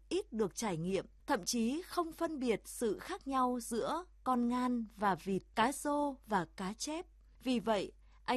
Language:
Vietnamese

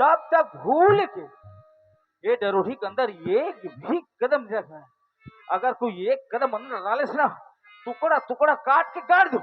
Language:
Chhattisgarhi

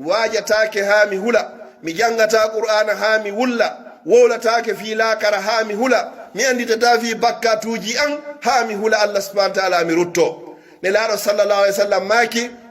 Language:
Pular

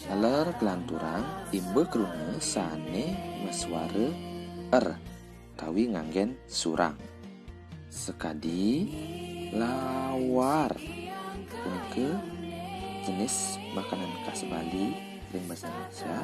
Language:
Balinese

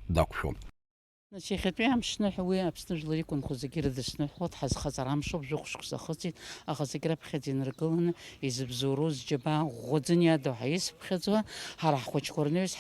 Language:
Abkhazian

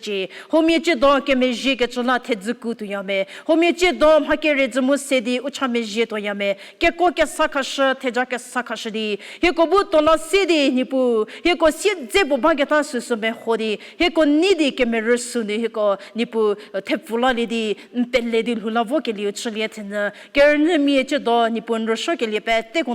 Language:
Angami Naga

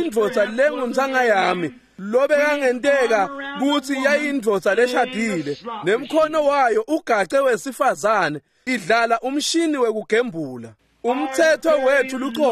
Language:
Swati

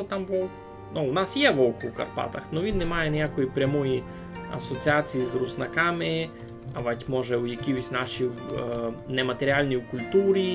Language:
Rusyn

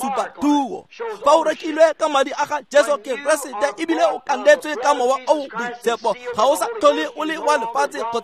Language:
Tswana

